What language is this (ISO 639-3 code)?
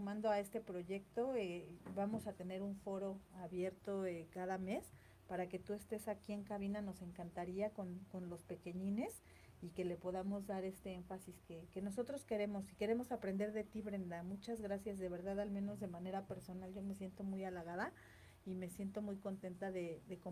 spa